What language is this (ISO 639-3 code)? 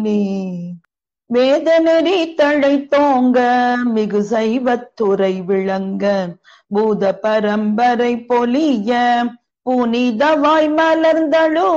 tam